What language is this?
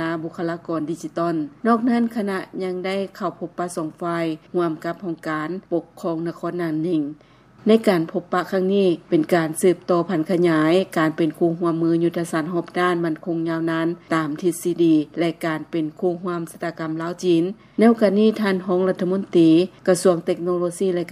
Lao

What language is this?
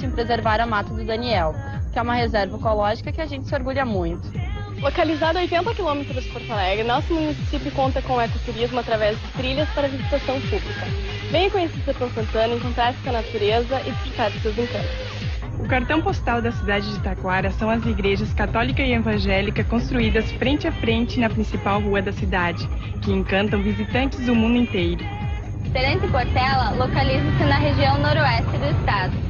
Portuguese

